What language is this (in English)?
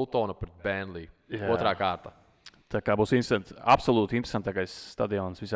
Latvian